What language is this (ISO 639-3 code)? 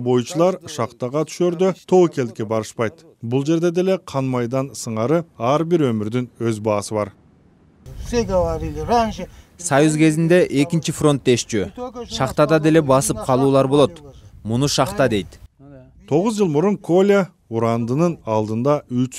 kir